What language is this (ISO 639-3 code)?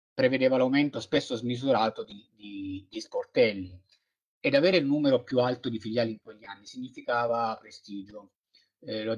ita